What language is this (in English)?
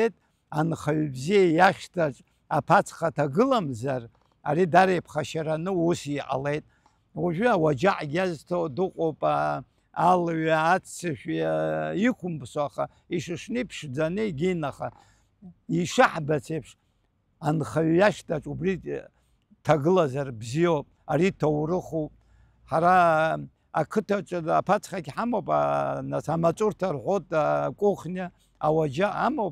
Abkhazian